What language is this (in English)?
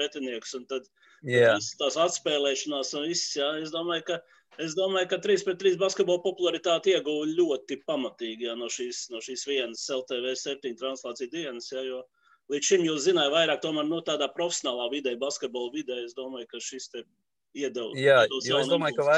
Latvian